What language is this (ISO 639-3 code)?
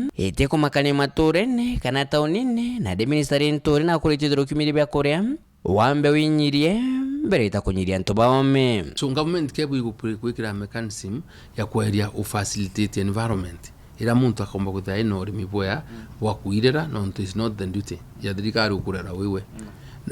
mer